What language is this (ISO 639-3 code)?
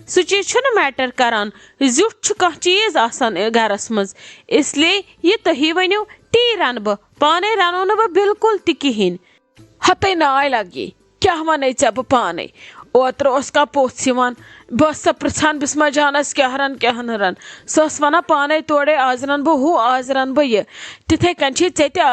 kas